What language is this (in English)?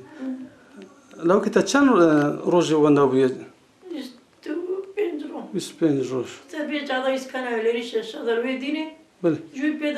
Kurdish